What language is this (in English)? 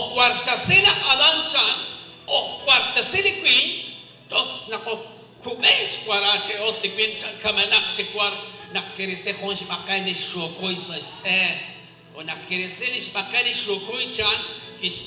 Kekchí